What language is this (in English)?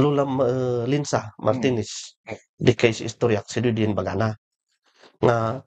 Kankanaey